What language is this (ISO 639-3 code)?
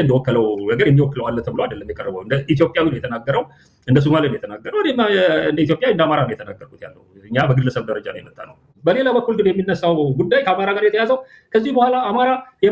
amh